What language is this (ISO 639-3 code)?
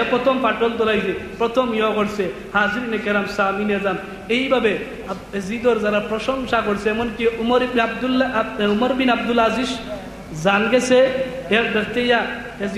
syl